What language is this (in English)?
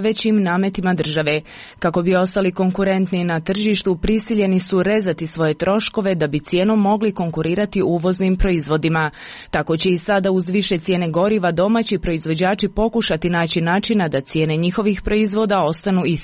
Croatian